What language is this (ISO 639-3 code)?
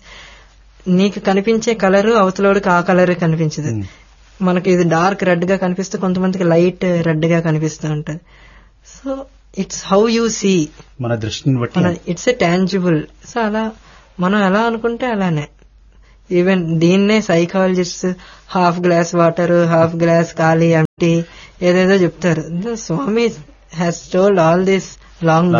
tel